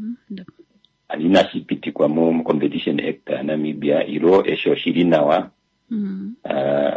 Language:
Kuanyama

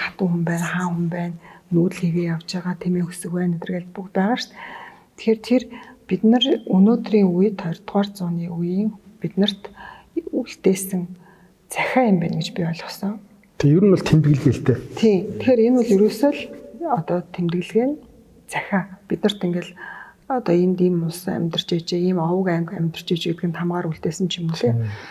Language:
Mongolian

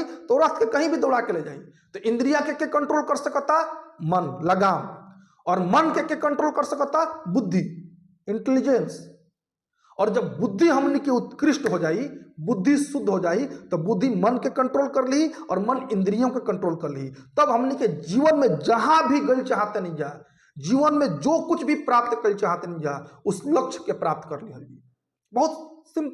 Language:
Bhojpuri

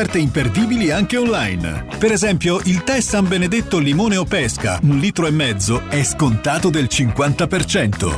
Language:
Italian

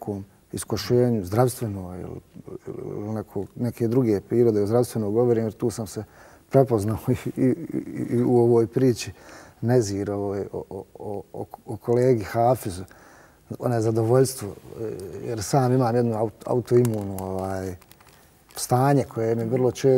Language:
Bosnian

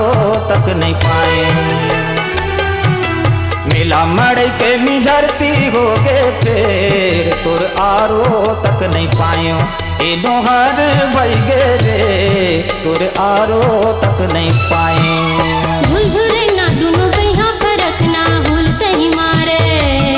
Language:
Chhattisgarhi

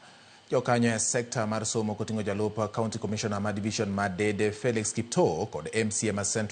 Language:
Luo (Kenya and Tanzania)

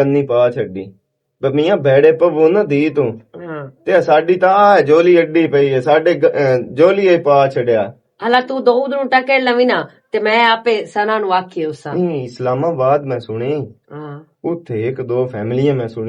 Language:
Western Panjabi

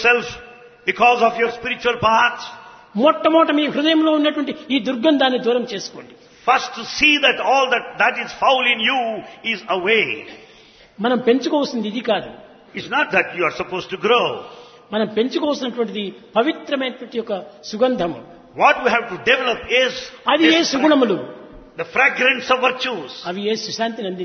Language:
Telugu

